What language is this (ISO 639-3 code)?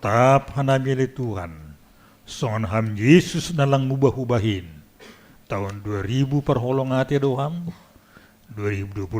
bts